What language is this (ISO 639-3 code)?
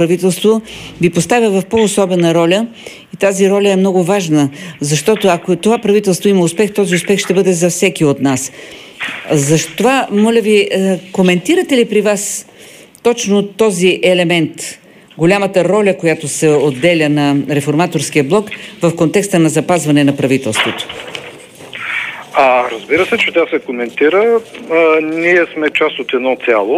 bul